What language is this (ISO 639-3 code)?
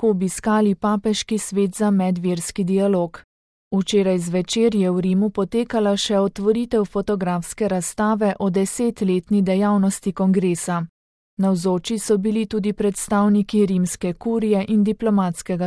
slv